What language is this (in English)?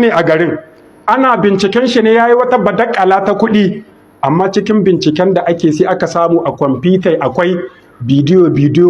Hausa